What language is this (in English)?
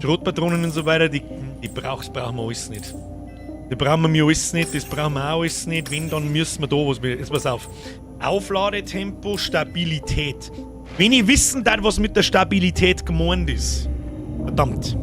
Bavarian